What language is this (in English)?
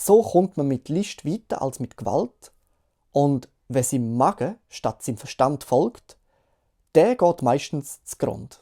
Swiss German